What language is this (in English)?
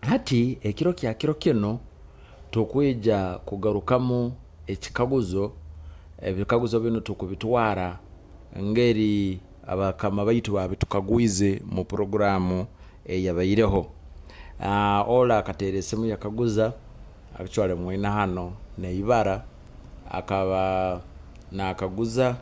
Nyoro